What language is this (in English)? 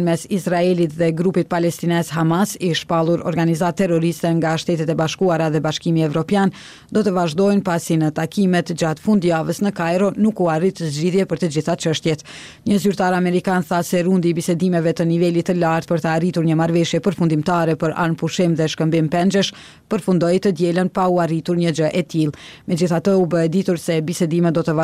Albanian